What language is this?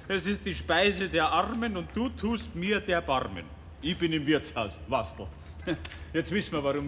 Bavarian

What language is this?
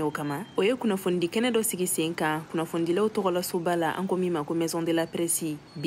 Bambara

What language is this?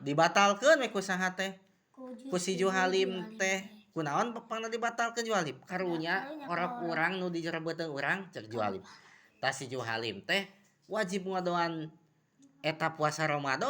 Sundanese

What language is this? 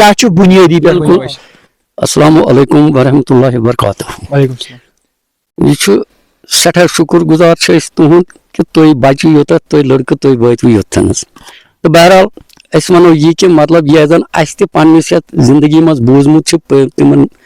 Kashmiri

